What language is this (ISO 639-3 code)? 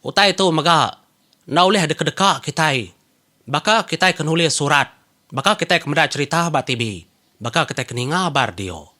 iba